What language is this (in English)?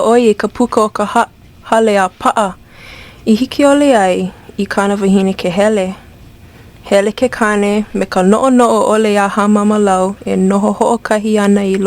Hawaiian